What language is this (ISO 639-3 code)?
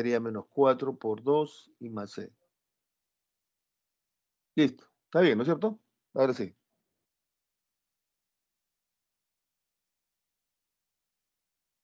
spa